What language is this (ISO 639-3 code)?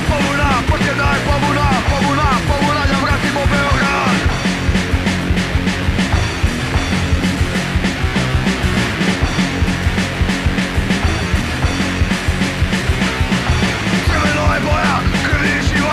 srp